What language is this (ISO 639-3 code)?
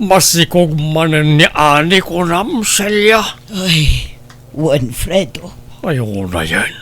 ilo